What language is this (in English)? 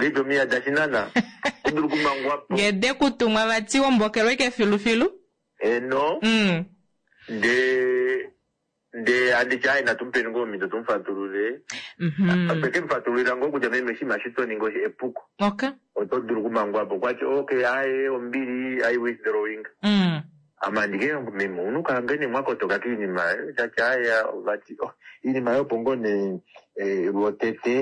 Kuanyama